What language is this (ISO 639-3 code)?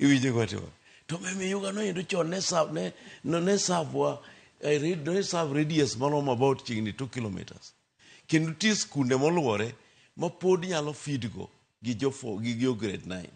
luo